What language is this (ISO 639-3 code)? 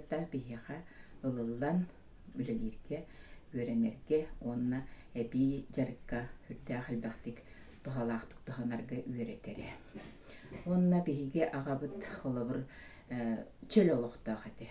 sah